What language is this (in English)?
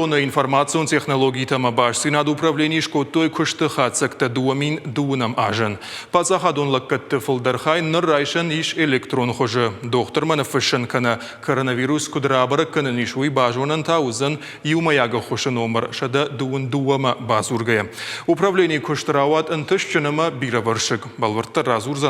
Ossetic